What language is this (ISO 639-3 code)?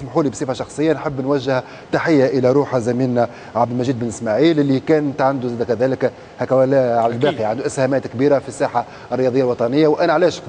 aeb